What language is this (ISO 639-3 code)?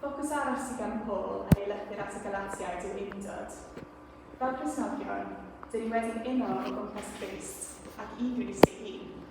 cym